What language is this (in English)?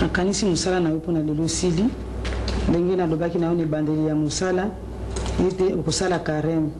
Lingala